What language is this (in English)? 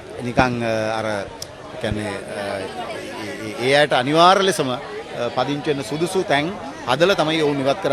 Sinhala